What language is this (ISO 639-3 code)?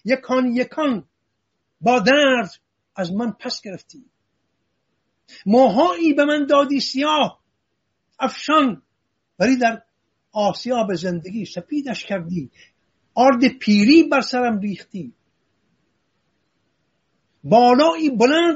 fas